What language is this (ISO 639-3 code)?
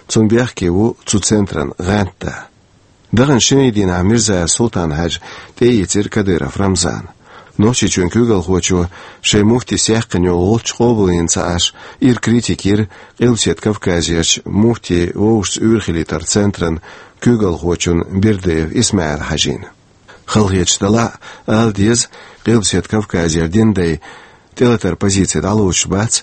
che